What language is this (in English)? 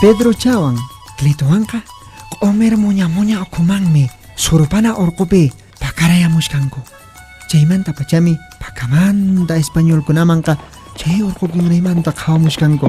Quechua